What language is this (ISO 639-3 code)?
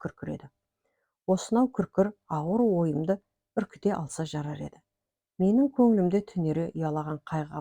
kaz